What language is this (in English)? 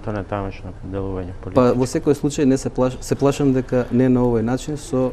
Macedonian